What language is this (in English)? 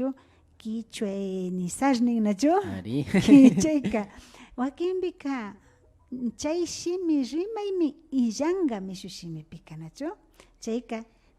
Imbabura Highland Quichua